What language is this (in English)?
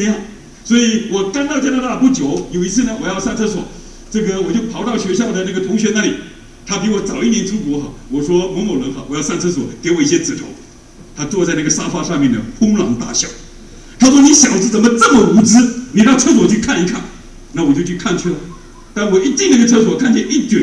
Chinese